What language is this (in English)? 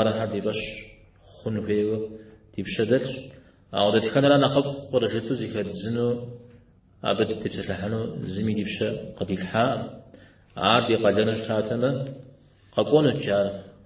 Kabardian